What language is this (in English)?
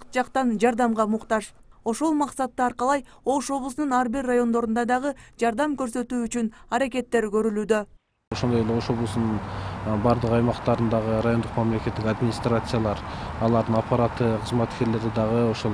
Kyrgyz